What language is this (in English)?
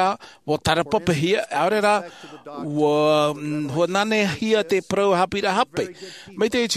Tahitian